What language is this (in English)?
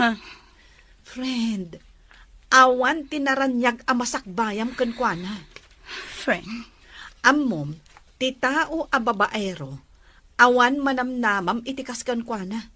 Iloko